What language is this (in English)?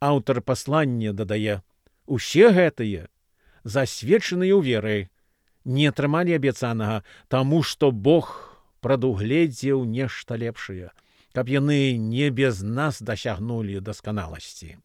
Belarusian